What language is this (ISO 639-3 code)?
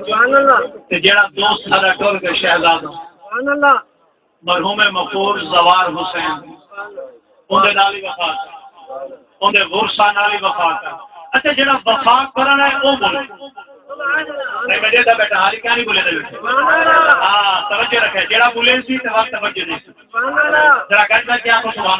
skr